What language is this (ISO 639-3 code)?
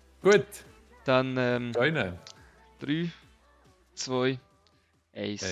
gsw